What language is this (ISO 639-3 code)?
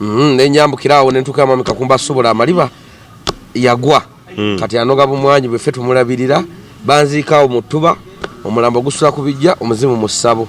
lug